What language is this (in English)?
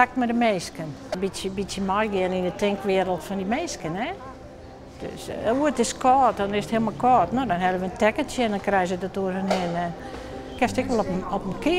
Western Frisian